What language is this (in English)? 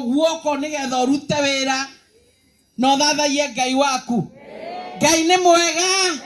Kikuyu